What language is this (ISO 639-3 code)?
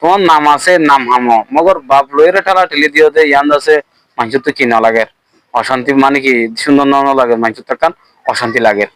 rhg